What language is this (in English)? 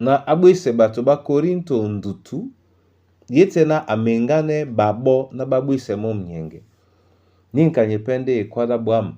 Duala